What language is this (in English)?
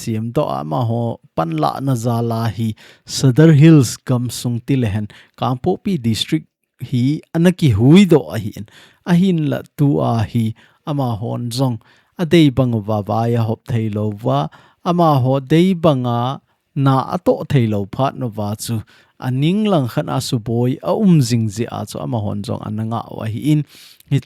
Thado Chin